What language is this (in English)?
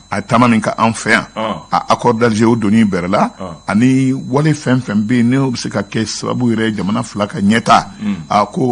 Bambara